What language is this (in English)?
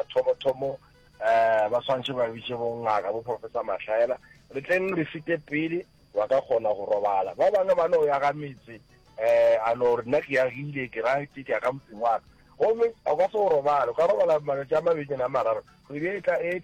Northern Sotho